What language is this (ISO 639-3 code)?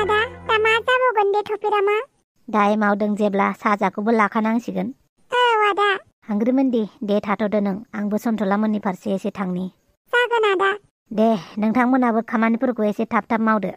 brx